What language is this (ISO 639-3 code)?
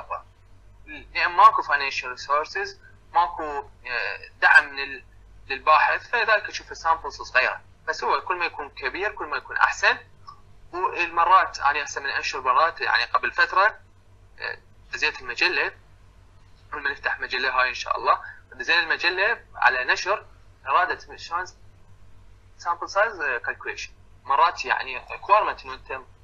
acm